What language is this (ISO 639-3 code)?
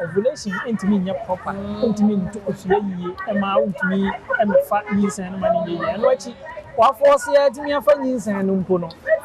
aka